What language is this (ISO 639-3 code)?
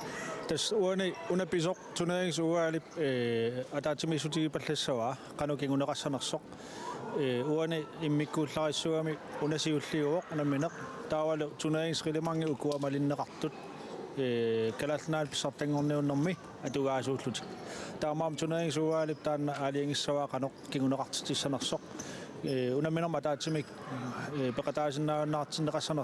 kal